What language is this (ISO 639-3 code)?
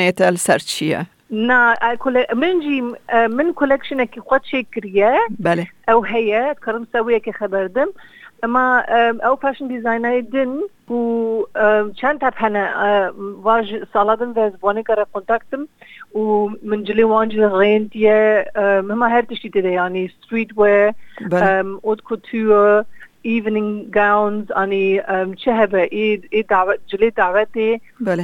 kur